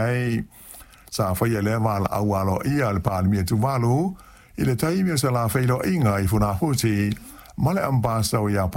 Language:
Samoan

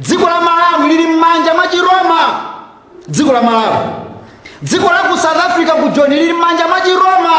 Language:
Nyanja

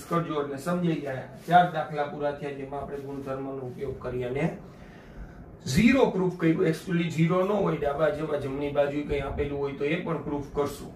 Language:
Gujarati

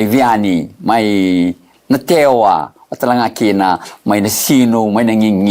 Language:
Fijian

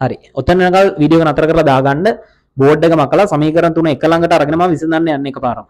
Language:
Sinhala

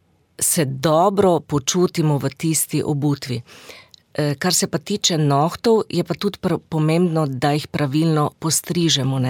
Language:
Slovenian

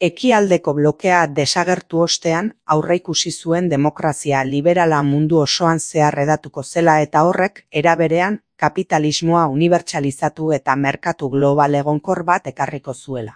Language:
Basque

